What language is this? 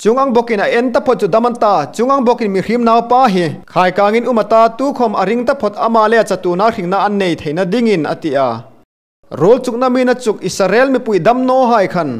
Hmar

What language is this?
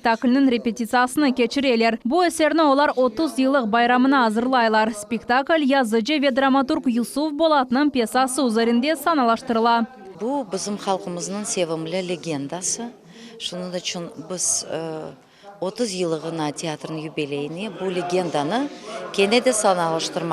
Crimean Tatar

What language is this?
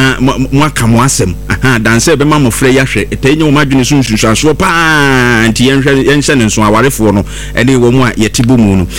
Akan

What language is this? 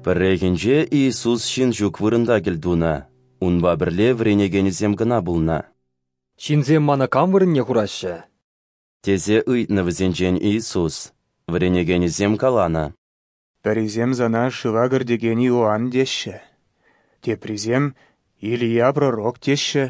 Chuvash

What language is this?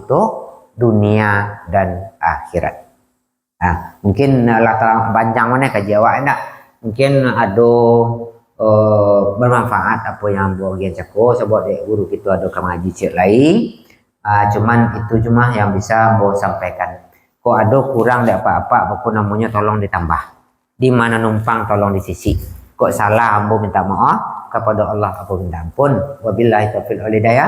Minangkabau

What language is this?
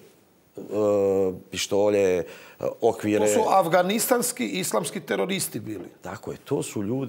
Croatian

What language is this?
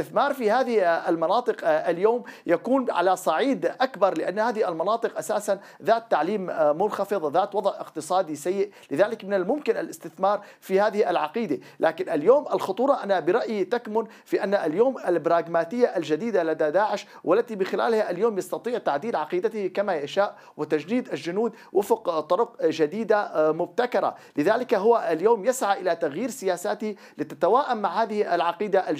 Arabic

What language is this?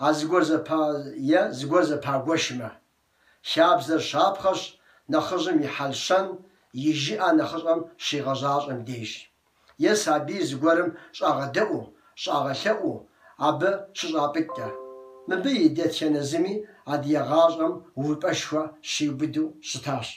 Kabardian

